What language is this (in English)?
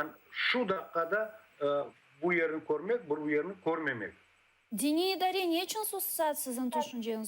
Crimean Tatar